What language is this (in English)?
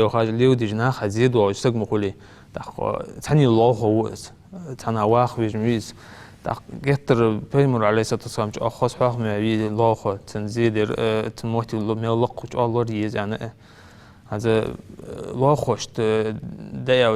Ingush